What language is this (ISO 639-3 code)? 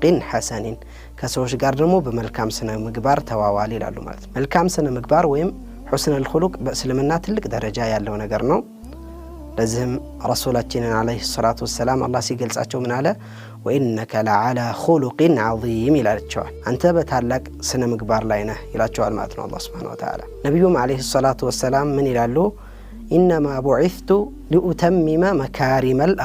amh